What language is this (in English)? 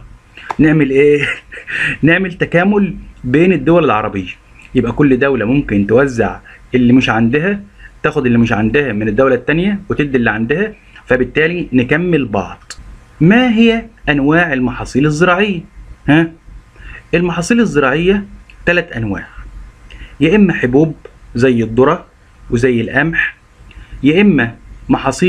Egyptian Arabic